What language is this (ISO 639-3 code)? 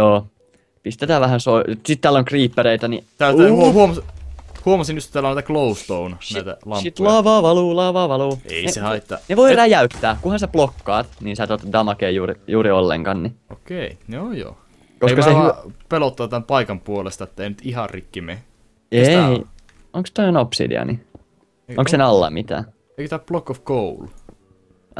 fin